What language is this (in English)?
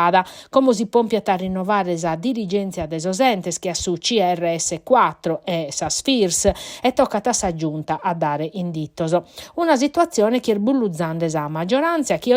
Sardinian